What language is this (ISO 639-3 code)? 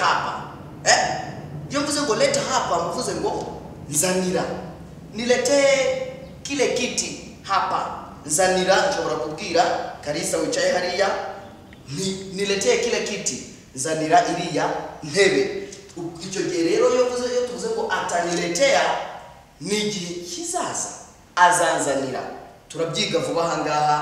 kin